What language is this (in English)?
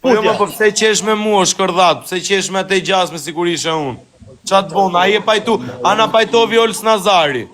Albanian